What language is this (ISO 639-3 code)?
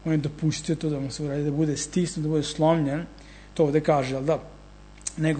srp